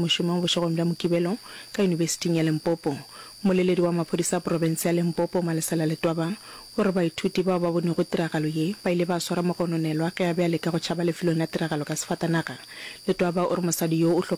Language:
Northern Sotho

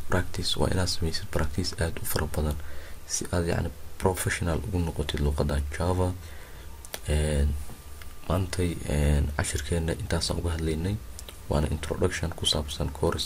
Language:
Somali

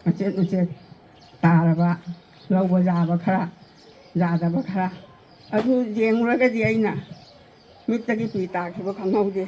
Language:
Manipuri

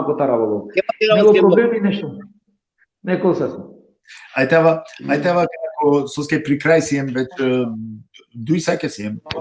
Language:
Balkan Romani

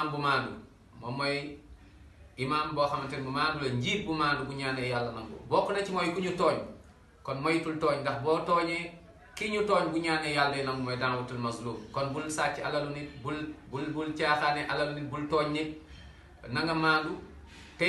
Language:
Wolof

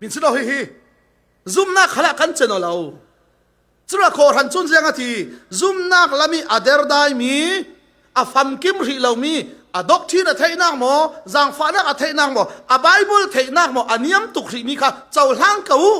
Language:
Falam Chin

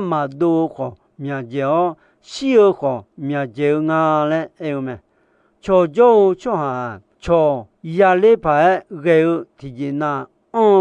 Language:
Akha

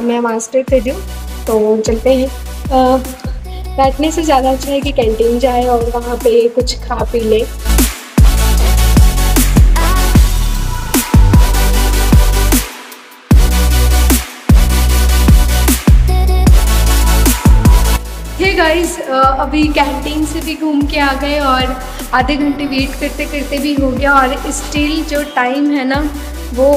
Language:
Hindi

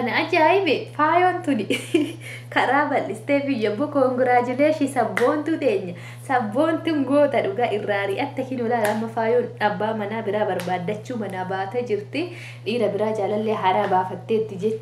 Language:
Oromo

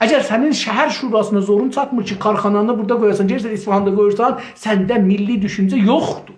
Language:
South Azerbaijani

